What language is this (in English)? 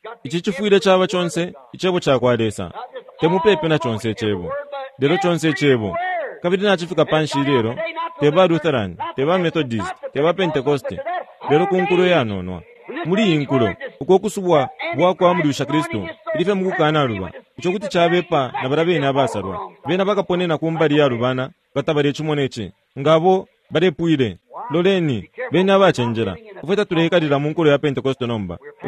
Bemba